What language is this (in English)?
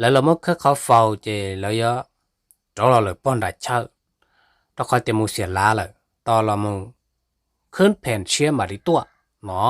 Hmong